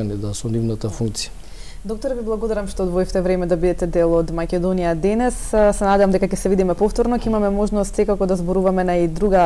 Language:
Macedonian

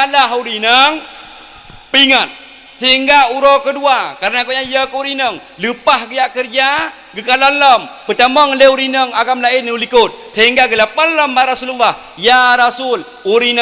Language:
Achinese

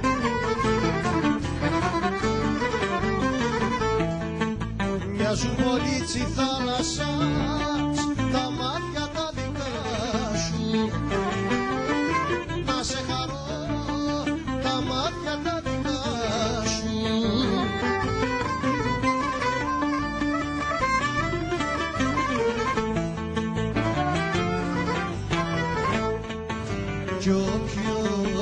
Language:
Greek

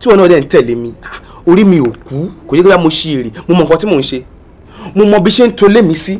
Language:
Yoruba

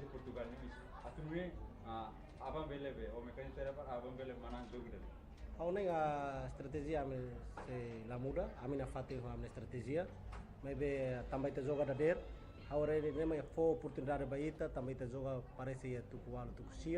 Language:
Tetum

